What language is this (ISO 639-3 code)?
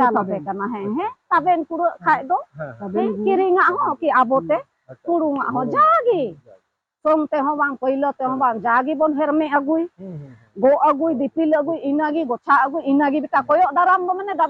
sat